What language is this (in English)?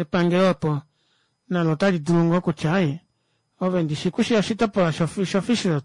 Kuanyama